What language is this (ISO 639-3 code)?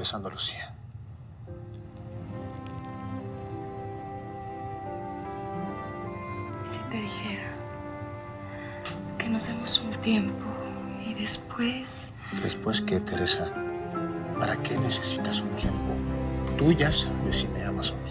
spa